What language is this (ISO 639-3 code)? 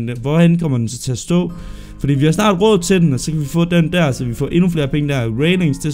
dan